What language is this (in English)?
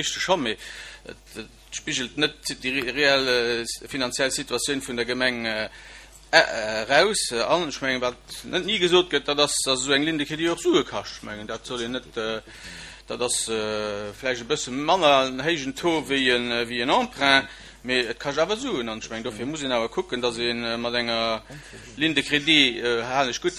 Luxembourgish